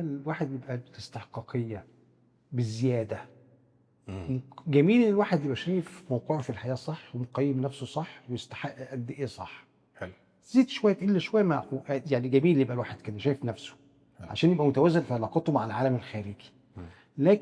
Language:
Egyptian Arabic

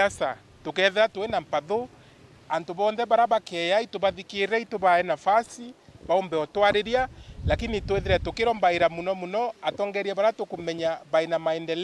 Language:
Meru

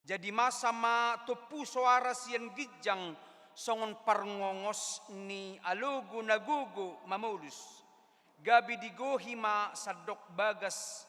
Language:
Batak Toba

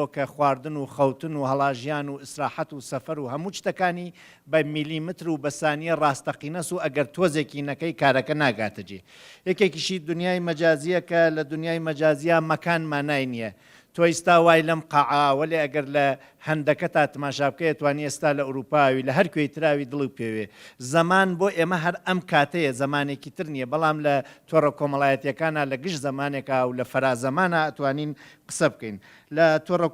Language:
Central Kurdish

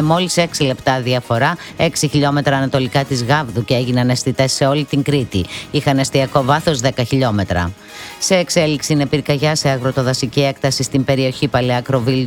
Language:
Greek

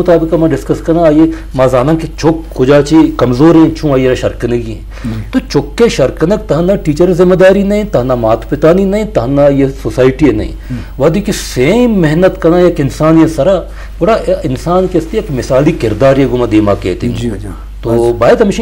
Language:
Eastern Balochi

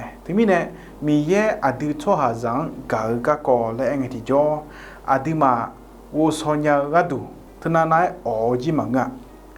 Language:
Akha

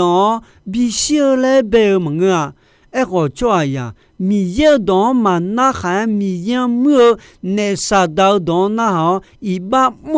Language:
Akha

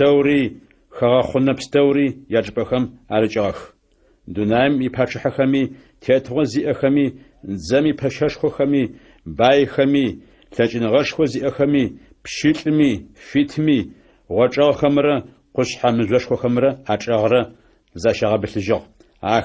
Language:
Adyghe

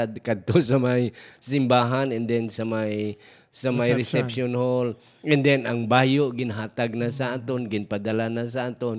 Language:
Hiligaynon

